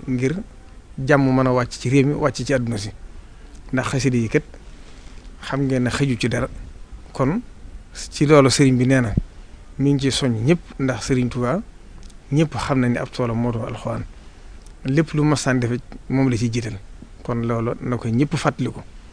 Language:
Wolof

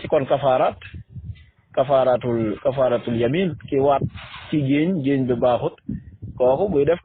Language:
Wolof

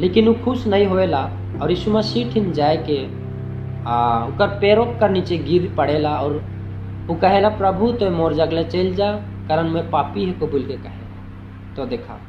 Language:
Sadri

